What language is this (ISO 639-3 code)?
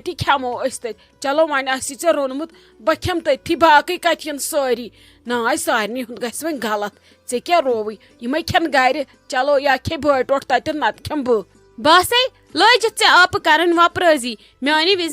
kas